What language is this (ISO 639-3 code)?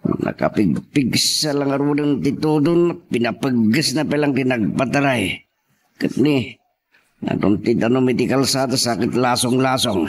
ilo